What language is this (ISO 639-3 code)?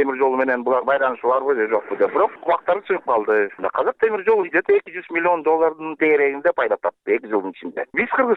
kir